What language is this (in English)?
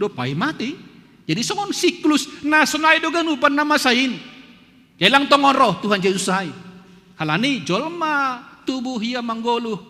Batak Simalungun